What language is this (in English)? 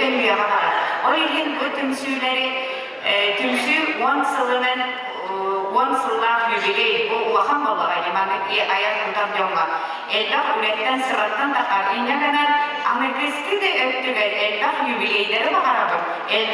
Yakut